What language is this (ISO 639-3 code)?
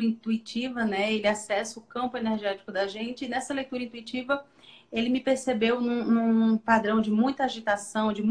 por